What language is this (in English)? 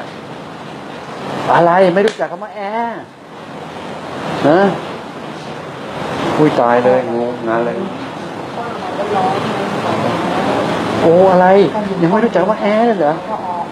Thai